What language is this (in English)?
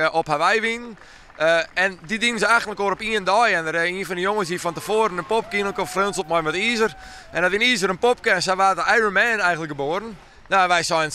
Western Frisian